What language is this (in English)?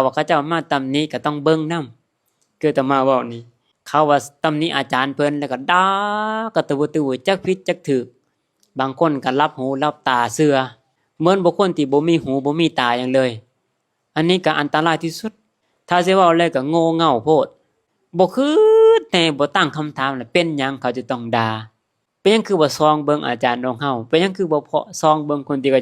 Lao